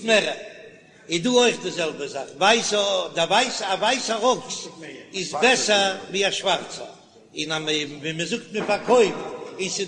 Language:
Yiddish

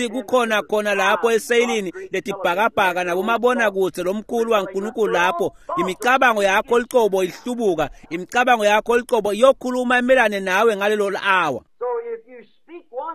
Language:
Swati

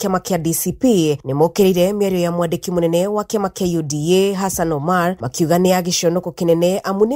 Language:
Kikuyu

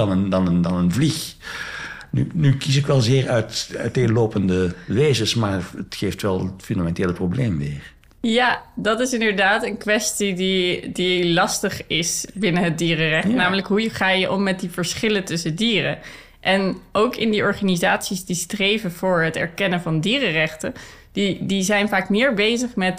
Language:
Dutch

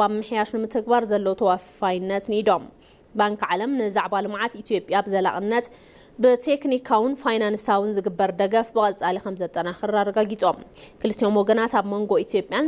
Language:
Tigrinya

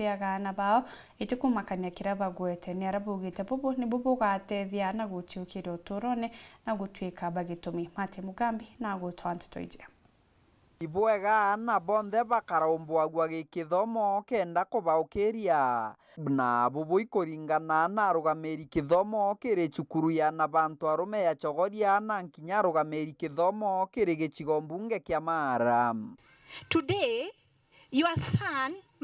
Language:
Meru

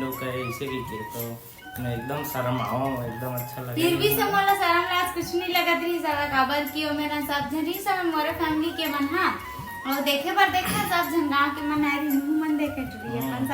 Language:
Chhattisgarhi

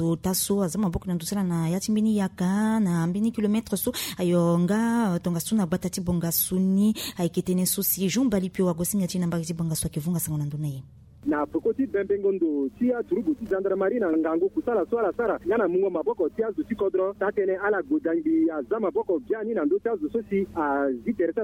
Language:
Sango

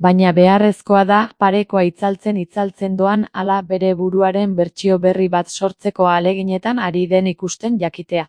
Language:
Basque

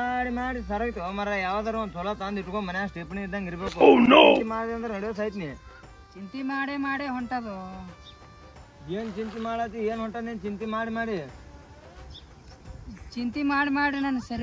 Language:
Kannada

